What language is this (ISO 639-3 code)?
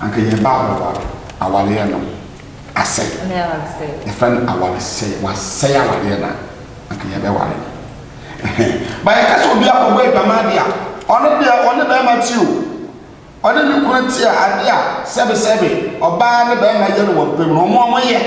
aka